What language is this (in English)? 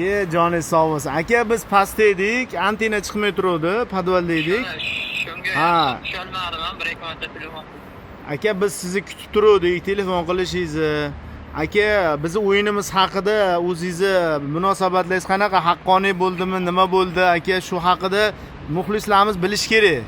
Uzbek